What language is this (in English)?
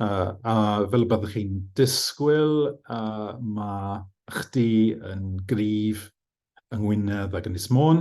Welsh